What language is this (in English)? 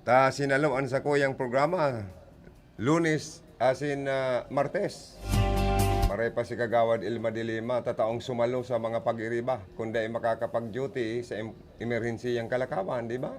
Bikol